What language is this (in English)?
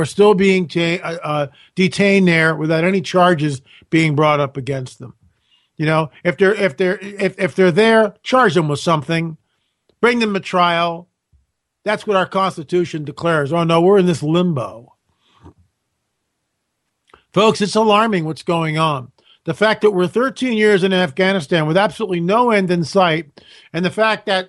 English